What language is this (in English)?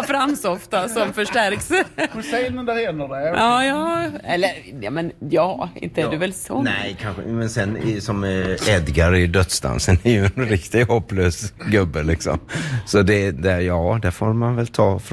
Swedish